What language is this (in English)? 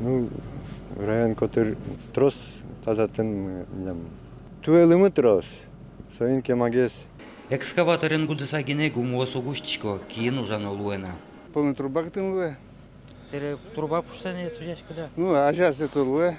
Udmurt